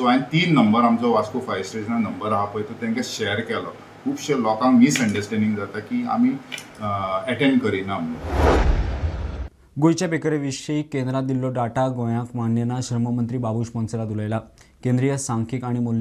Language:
Konkani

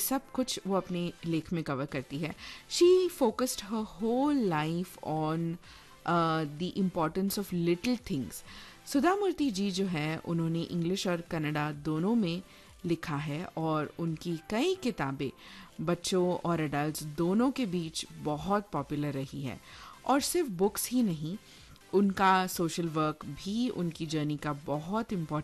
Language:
Hindi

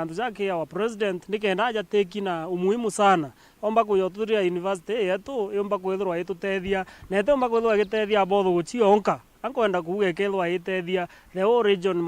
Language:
Meru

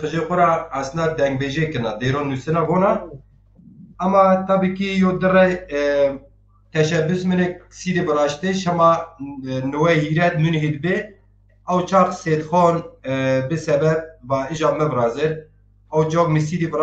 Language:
Zaza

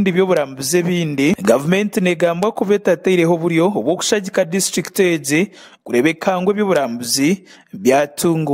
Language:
Nyankole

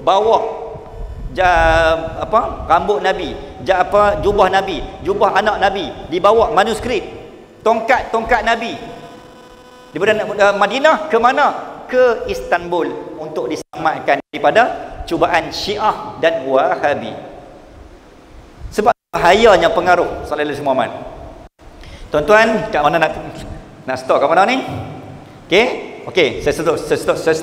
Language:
Malay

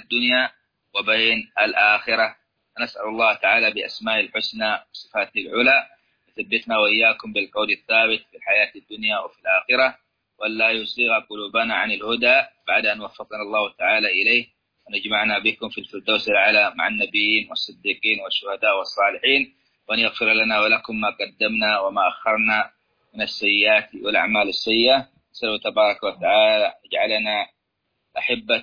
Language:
Arabic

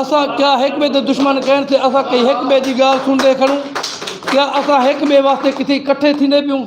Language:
Saraiki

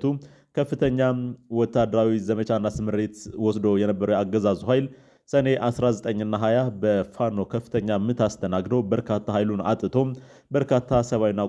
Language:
Amharic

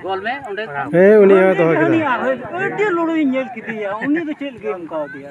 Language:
Santali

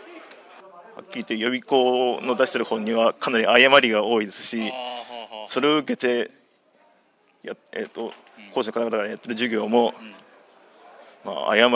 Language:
Japanese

